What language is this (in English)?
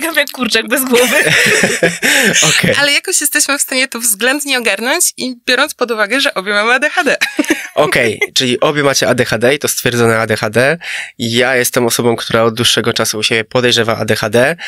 Polish